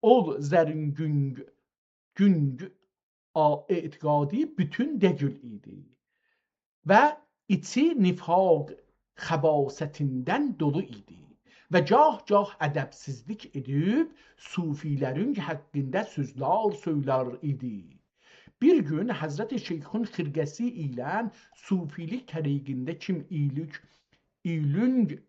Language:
South Azerbaijani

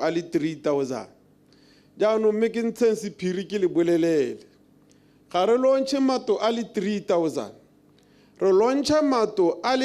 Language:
Tswana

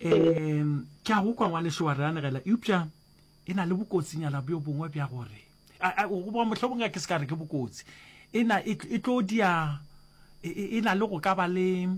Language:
Northern Sotho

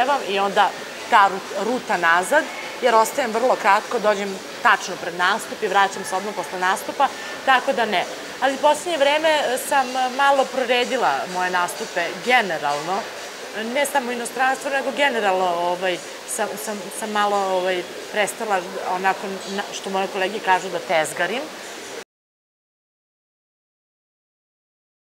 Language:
Serbian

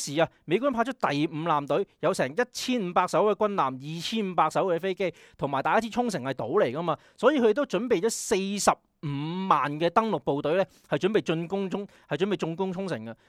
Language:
Cantonese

